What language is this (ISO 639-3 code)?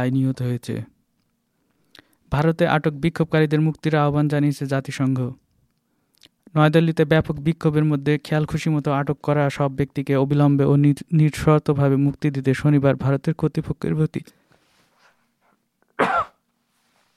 ben